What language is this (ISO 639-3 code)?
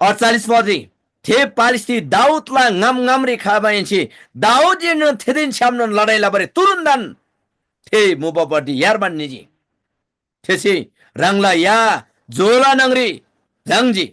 taj